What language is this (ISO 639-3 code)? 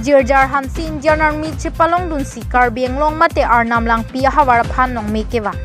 mjw